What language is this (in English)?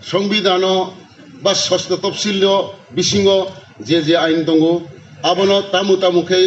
Kok Borok